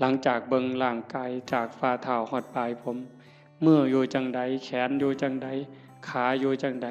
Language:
Northeastern Thai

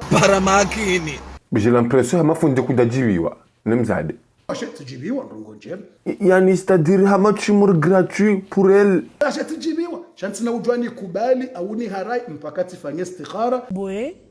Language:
Ngazidja Comorian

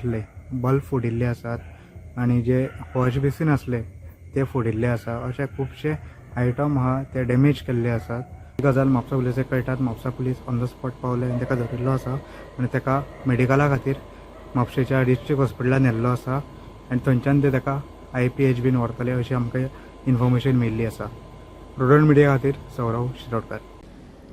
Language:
Konkani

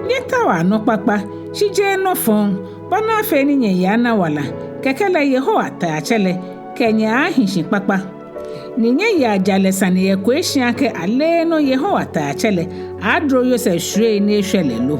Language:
Ga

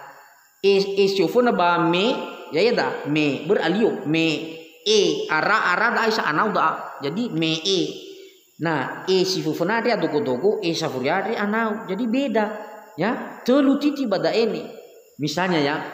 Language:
Nias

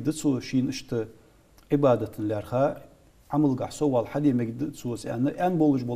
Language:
Ingush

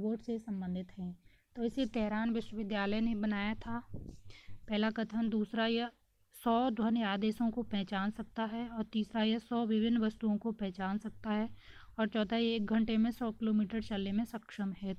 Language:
Hindi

